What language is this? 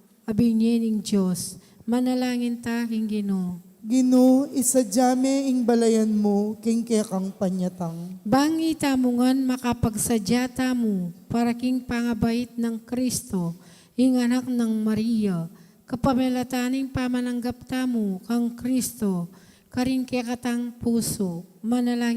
Pampanga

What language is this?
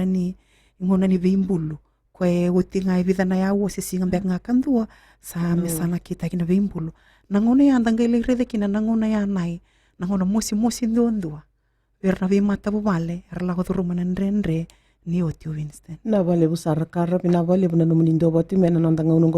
Fijian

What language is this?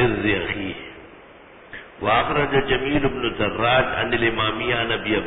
Urdu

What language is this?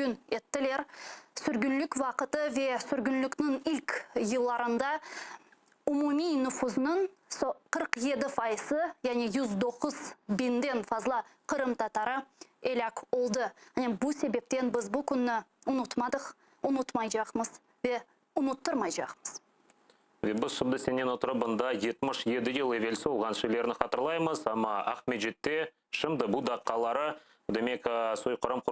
Crimean Tatar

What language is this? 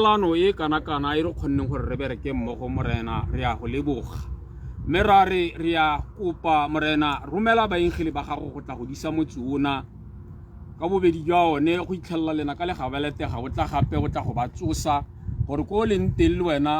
Tswana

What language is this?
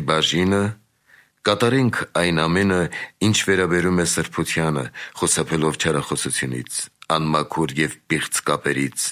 Armenian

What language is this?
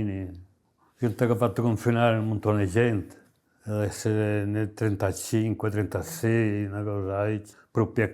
Sardinian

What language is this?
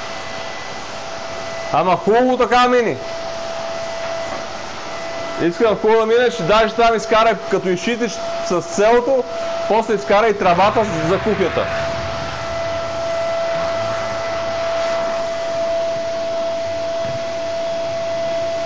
Bulgarian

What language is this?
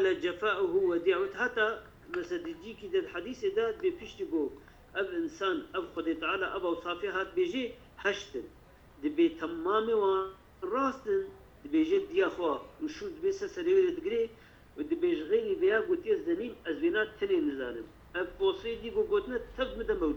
Kurdish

